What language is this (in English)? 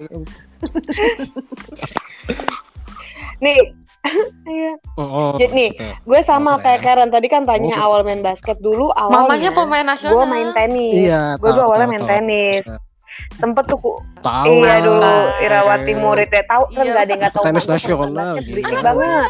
Indonesian